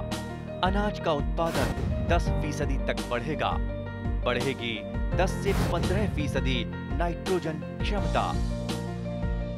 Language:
Hindi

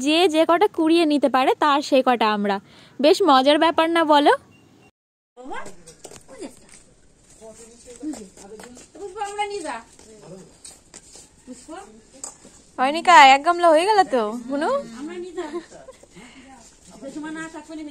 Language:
Bangla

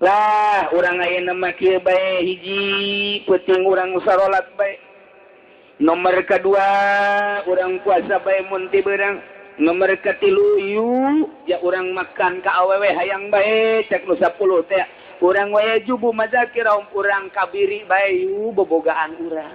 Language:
Sundanese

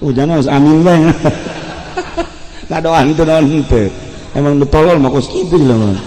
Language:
Sundanese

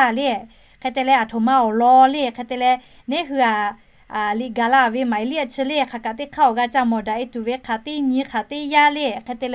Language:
Lahu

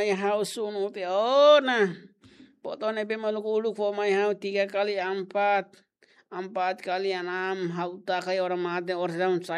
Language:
Tetum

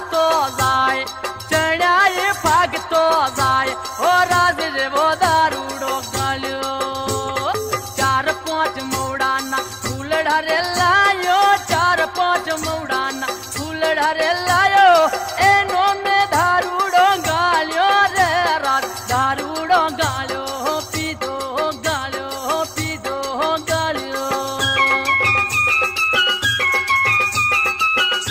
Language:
Gujarati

